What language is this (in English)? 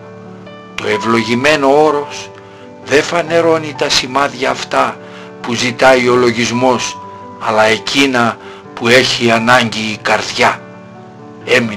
Greek